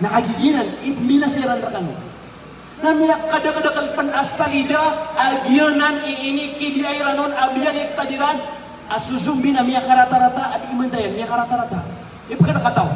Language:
Maranao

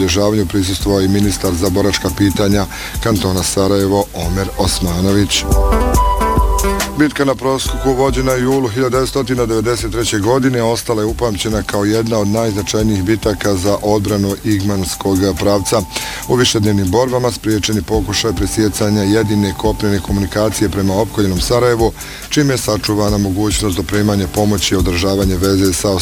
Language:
Bosnian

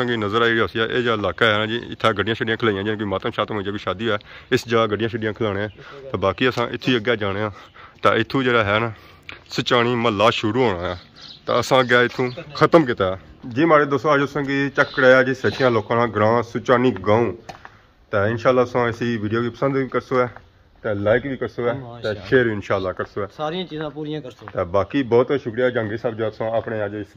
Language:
Pahari-Potwari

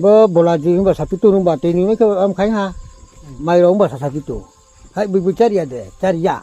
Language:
Riang (India)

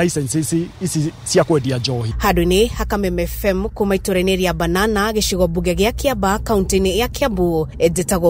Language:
Kikuyu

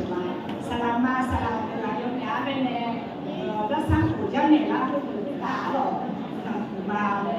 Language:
Akha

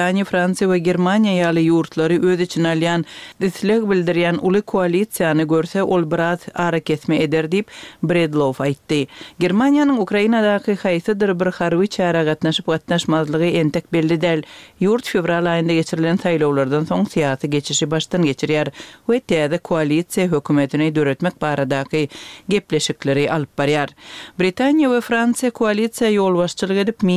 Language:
Turkmen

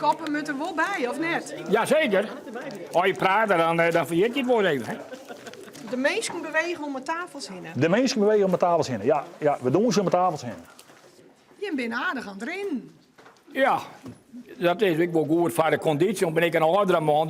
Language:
Western Frisian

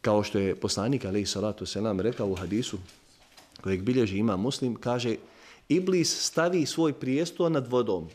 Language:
Bosnian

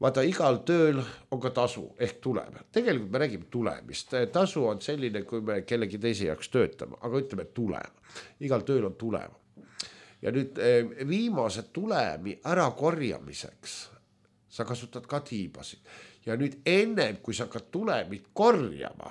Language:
Estonian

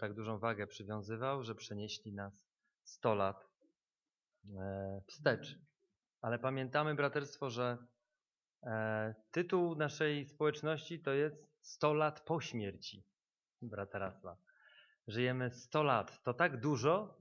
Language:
Polish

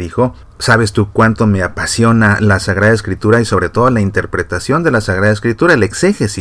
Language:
Spanish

